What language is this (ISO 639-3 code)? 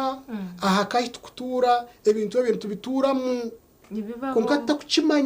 nyn